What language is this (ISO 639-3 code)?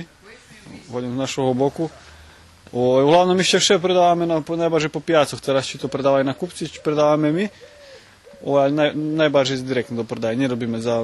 rue